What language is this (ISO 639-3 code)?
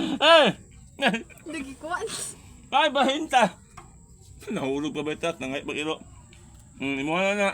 ceb